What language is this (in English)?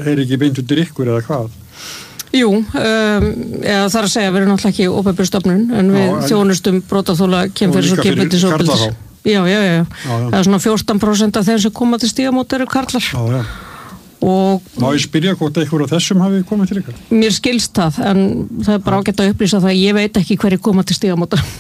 Icelandic